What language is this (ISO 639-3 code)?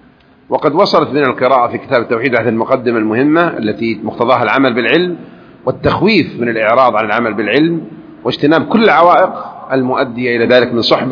ara